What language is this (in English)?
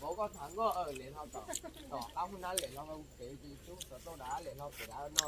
Hmong